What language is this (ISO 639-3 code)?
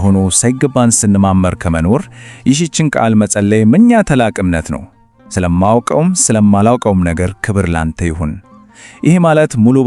amh